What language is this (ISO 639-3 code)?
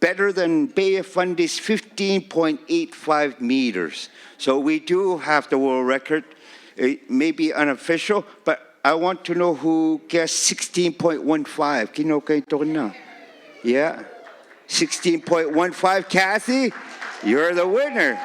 iku